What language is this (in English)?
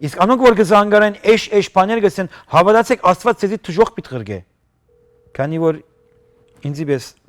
Western Armenian